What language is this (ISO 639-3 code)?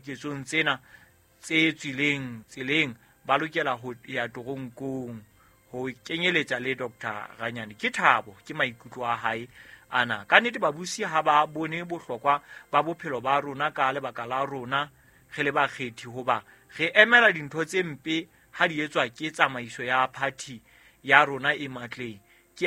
sot